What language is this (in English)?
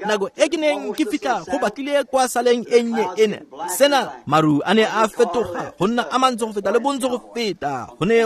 Tswana